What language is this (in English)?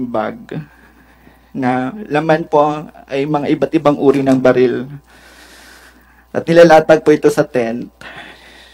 Filipino